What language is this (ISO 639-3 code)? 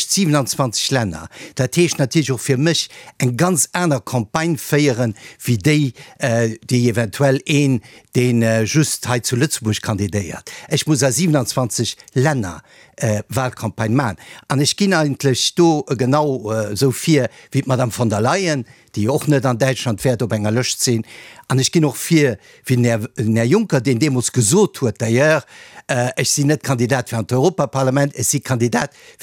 ltz